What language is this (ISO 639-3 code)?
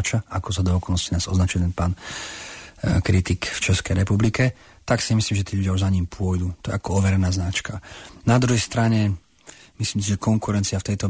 slk